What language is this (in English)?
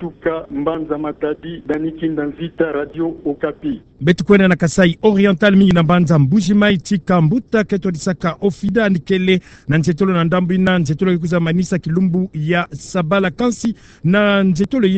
Kituba (Democratic Republic of Congo)